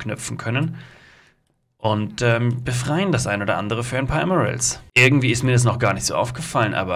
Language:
German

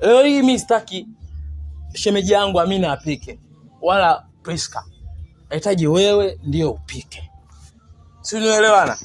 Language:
Swahili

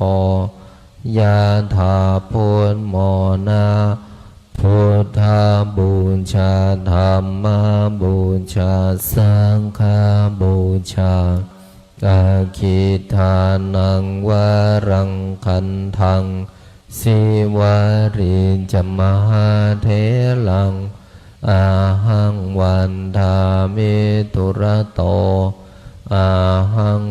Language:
Pali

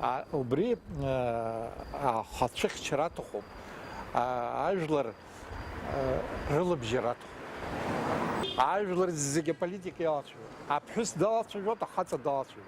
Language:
Abkhazian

